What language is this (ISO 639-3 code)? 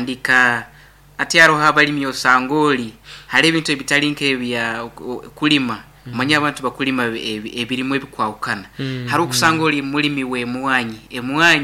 nyn